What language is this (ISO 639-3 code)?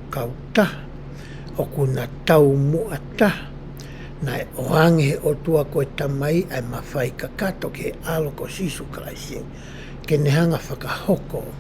ton